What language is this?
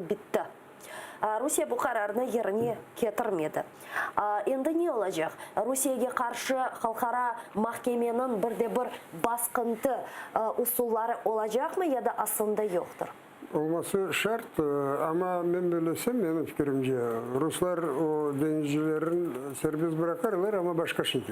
Crimean Tatar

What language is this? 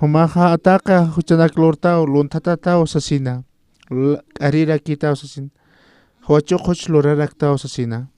Aymara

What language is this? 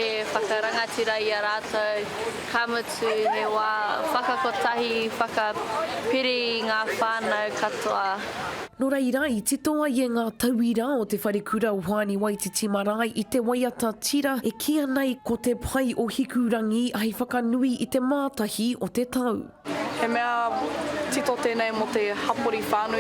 Māori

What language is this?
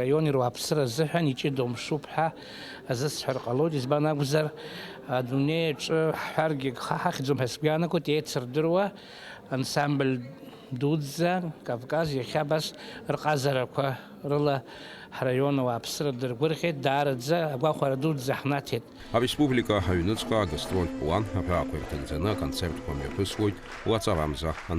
Abkhazian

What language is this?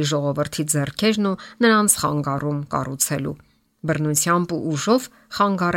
Armenian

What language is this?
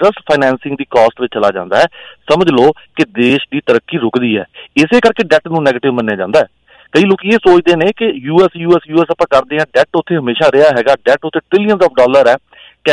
Punjabi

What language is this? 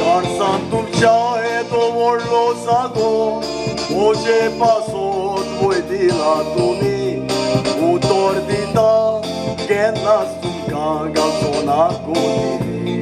Konkani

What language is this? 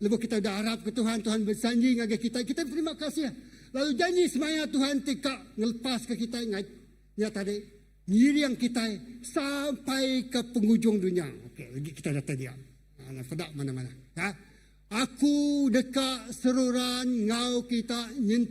Iban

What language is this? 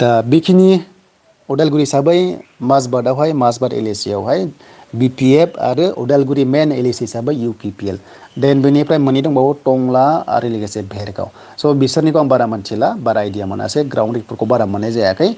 Bodo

